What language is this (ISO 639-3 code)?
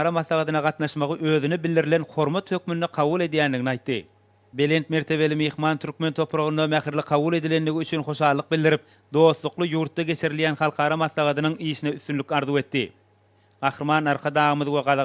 tuk